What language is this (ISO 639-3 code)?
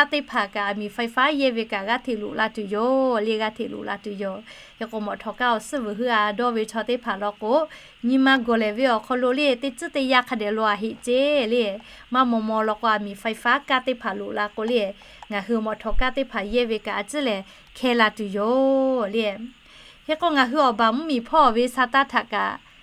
lhu